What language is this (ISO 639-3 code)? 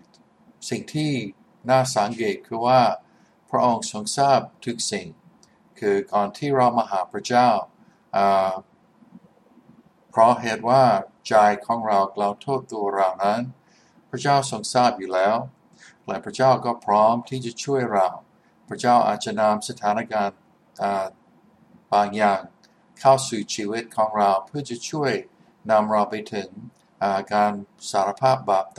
tha